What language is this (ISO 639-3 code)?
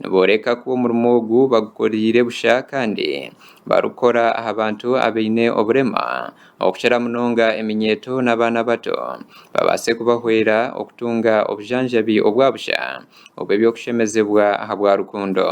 nyn